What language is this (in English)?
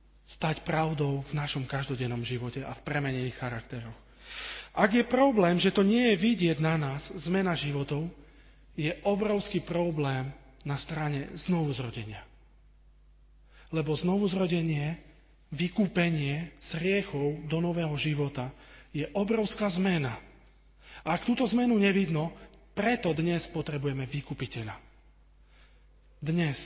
Slovak